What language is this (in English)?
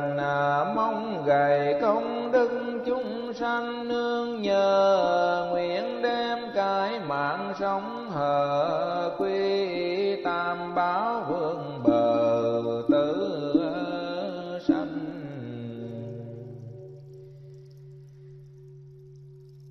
Vietnamese